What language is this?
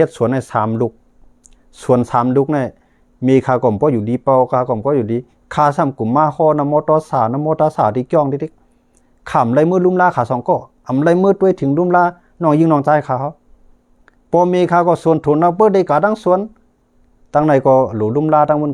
Shan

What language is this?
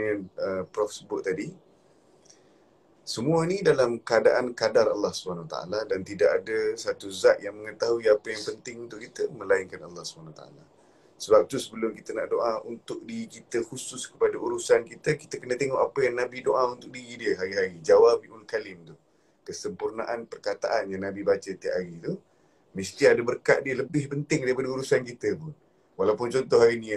Malay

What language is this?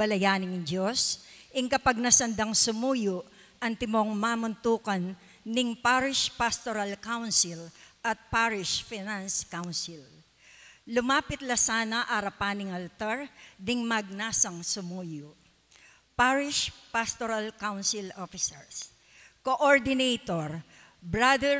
Pampanga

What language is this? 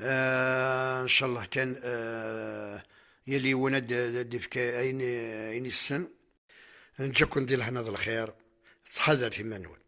Kabyle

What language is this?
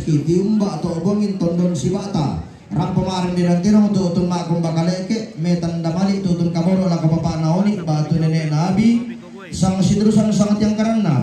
Toraja-Sa'dan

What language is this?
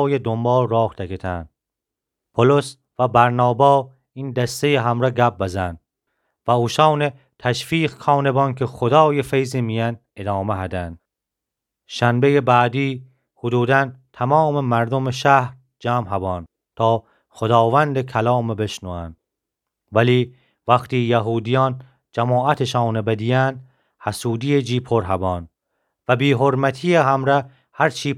Gilaki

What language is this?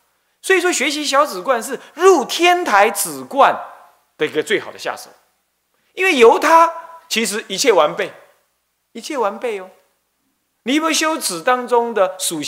Chinese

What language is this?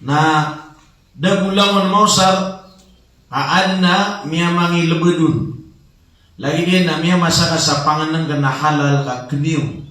Maranao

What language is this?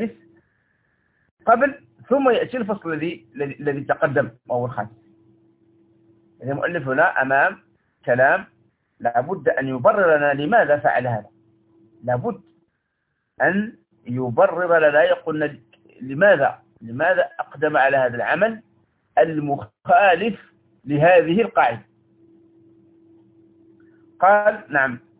Arabic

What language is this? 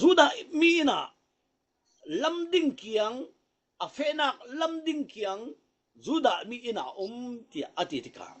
Falam Chin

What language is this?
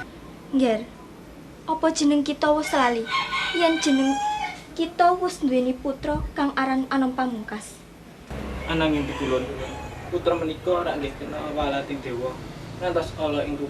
Javanese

